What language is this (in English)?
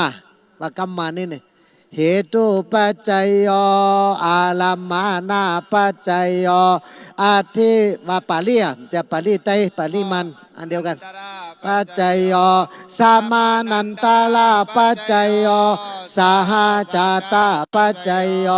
Shan